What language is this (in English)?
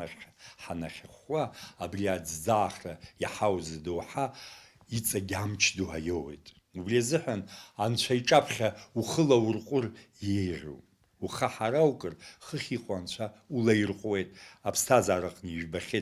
Abkhazian